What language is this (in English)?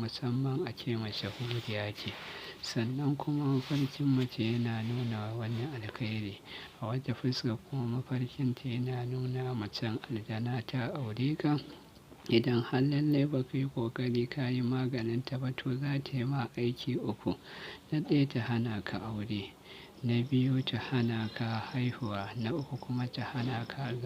Hausa